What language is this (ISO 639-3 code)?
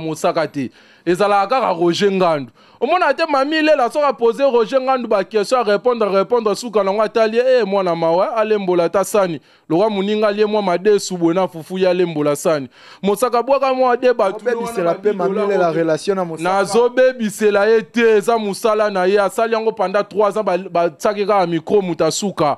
lin